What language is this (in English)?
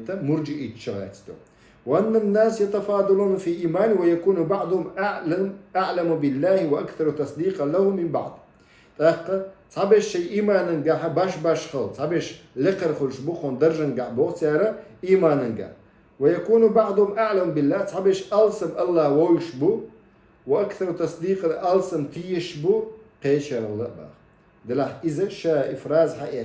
Chechen